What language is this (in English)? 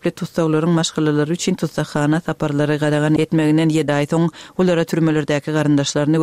Turkmen